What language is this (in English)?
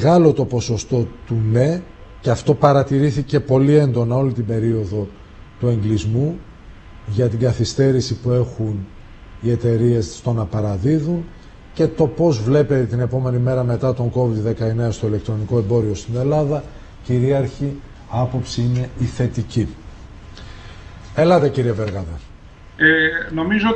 Greek